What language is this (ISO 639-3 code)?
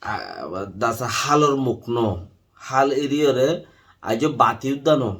rhg